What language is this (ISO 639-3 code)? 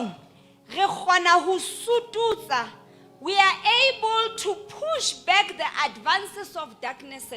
sot